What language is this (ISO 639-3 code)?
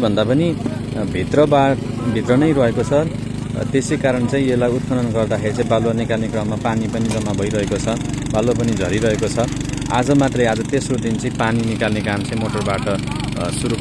nep